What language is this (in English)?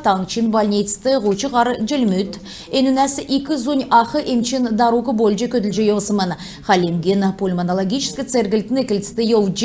Kalmyk